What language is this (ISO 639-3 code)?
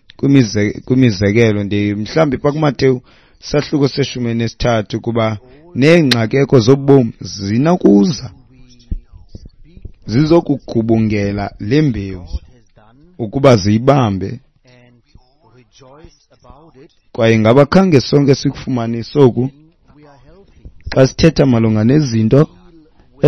xho